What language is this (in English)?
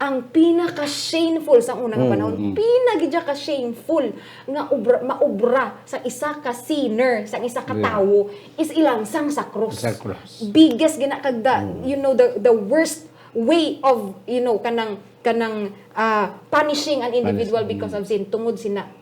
Hiligaynon